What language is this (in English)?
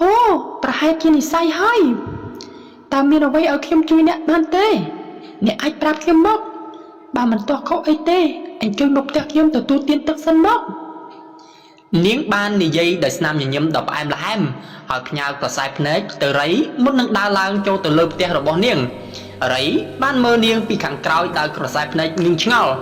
Khmer